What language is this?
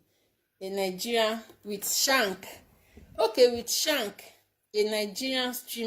Yoruba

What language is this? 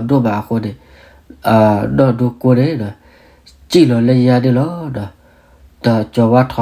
S'gaw Karen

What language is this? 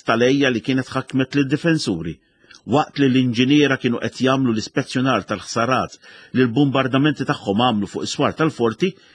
Maltese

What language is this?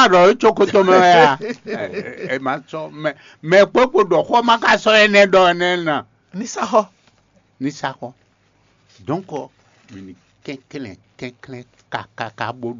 Fon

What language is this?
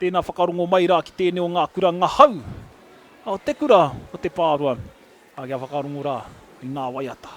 Māori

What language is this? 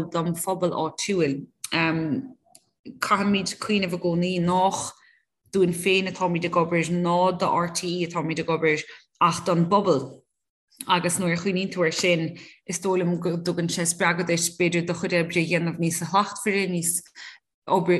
Irish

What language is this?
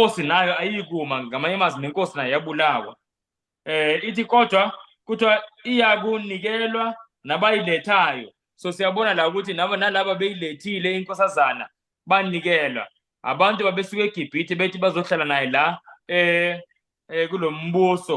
Zulu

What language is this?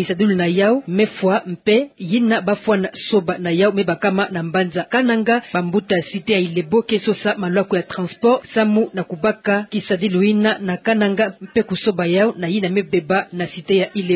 Kituba (Democratic Republic of Congo)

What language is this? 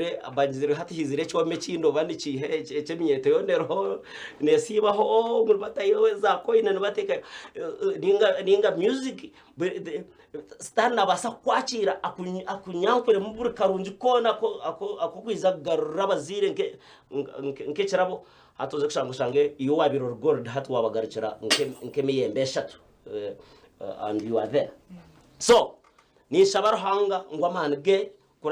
Nyankole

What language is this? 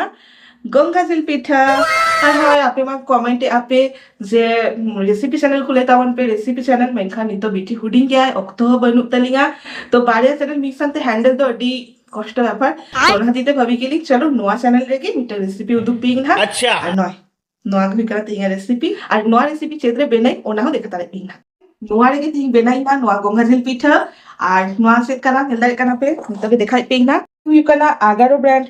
Santali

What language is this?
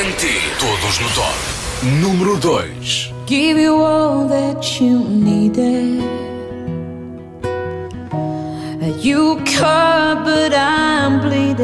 Portuguese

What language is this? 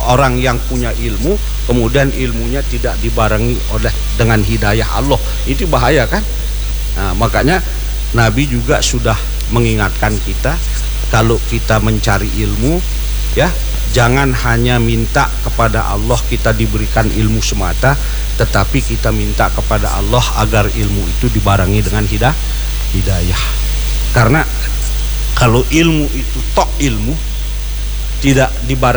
Indonesian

